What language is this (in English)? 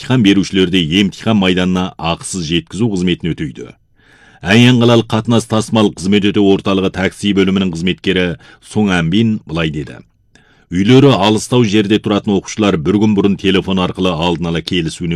Kazakh